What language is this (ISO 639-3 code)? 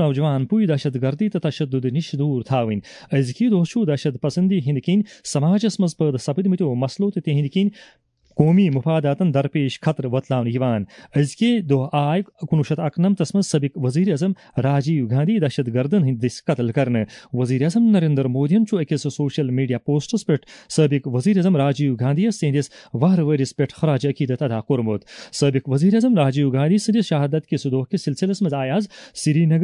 kas